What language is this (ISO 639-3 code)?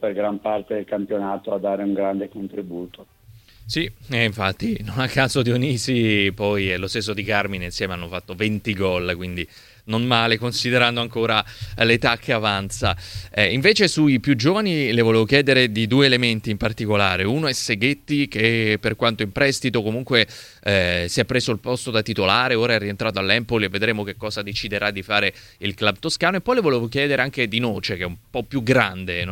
ita